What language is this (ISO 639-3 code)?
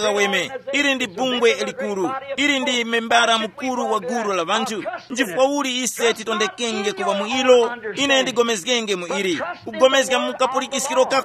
tum